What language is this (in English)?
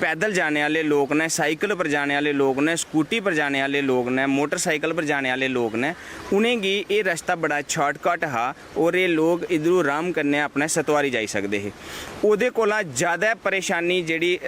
Dogri